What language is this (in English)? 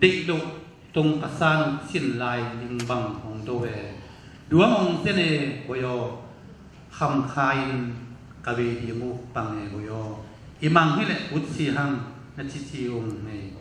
Tedim Chin